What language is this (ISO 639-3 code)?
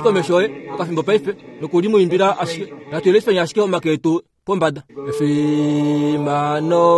kua